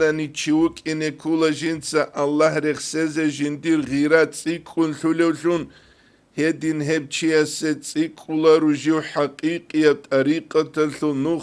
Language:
Avaric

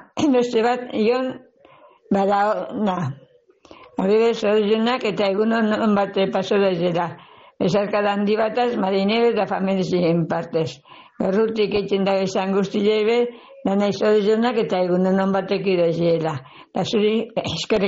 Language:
Basque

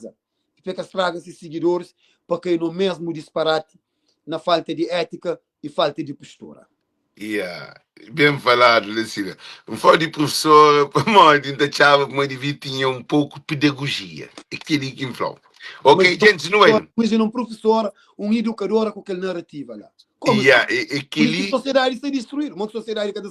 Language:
Kabuverdianu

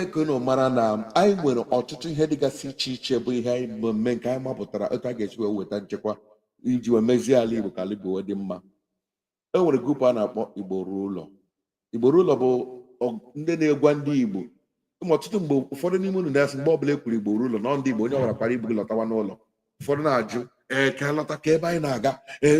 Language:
Igbo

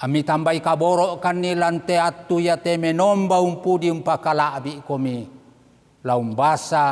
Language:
Toraja-Sa'dan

